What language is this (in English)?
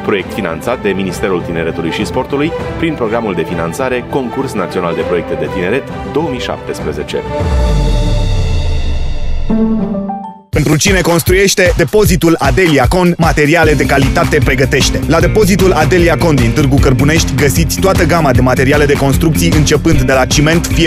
Romanian